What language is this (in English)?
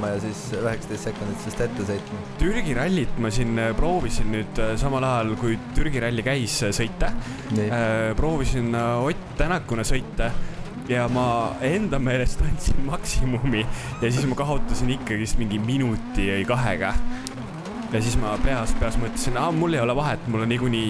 Estonian